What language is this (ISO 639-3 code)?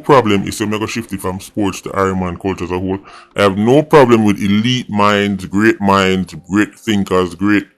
jam